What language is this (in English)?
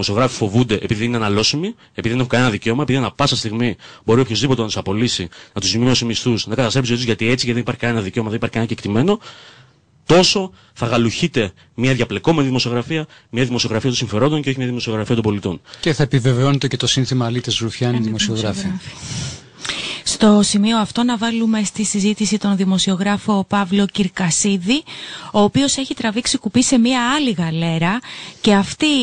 Greek